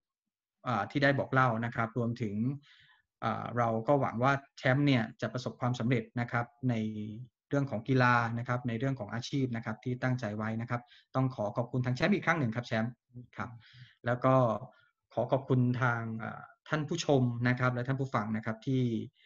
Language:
Thai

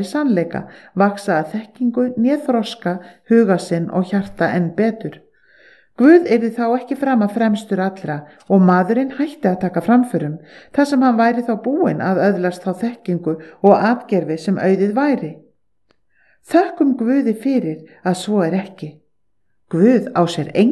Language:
Icelandic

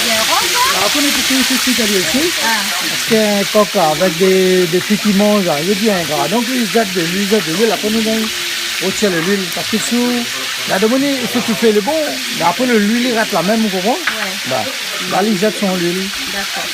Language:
Réunion Creole French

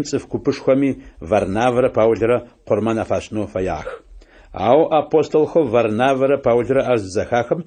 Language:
Adyghe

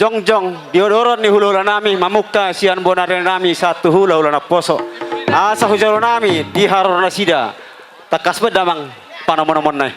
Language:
Batak Toba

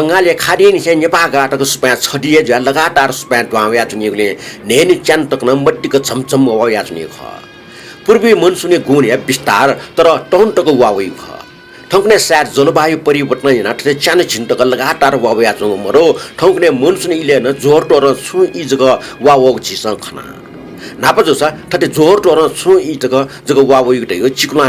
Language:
Newari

